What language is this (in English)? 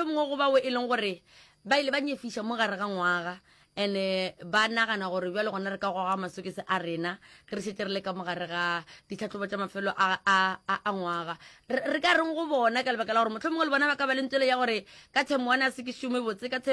Northern Sotho